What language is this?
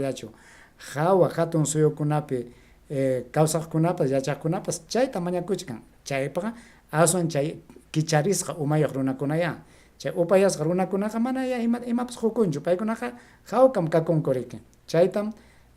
Ayacucho Quechua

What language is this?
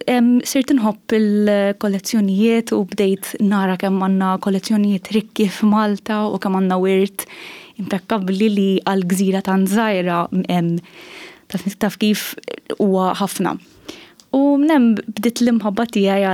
Maltese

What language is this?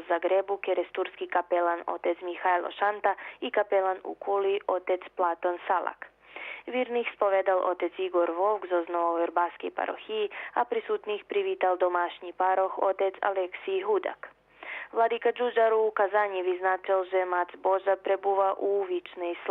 Rusyn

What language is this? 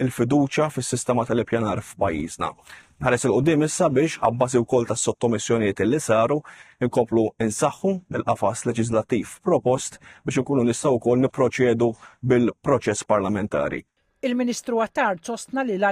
Maltese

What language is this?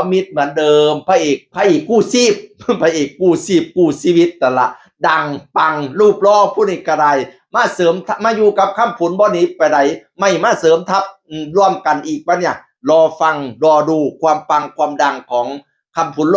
Northeastern Thai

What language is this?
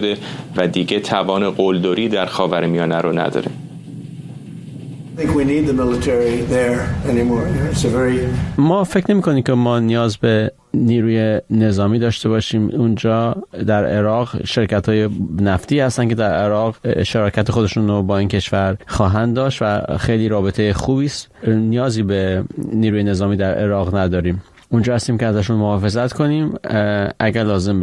Persian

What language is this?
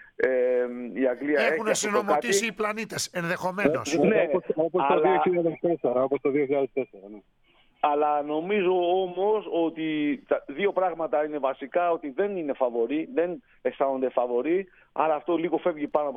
Greek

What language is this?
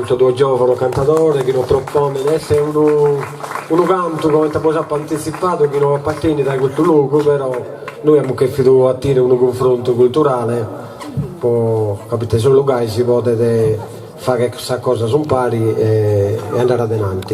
Sardinian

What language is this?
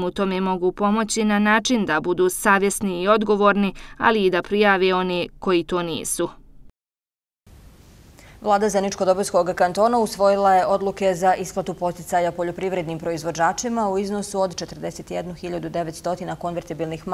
Bosnian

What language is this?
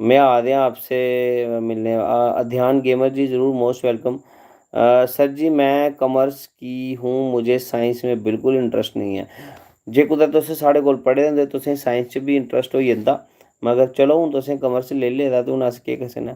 Dogri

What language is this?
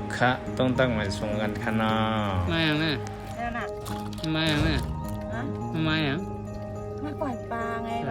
Shan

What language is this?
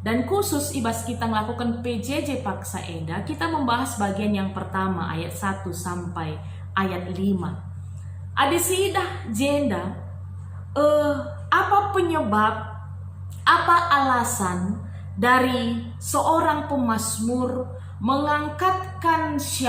Batak Karo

